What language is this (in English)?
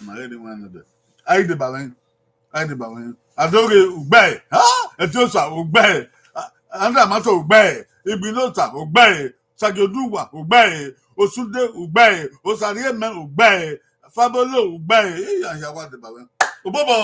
Bini